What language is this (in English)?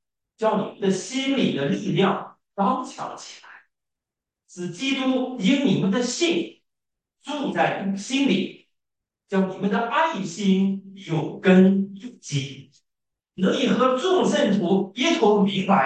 Chinese